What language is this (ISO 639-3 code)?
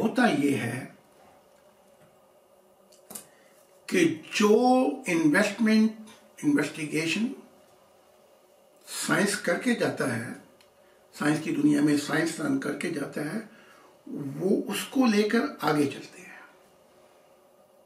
urd